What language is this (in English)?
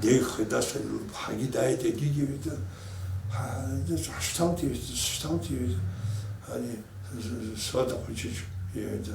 Abkhazian